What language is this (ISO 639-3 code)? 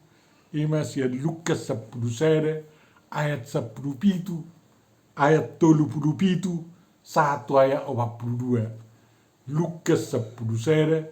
bbc